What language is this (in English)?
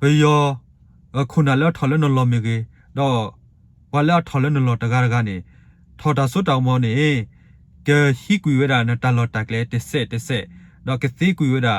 S'gaw Karen